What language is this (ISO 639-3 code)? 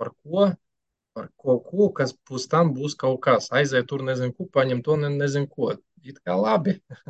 lav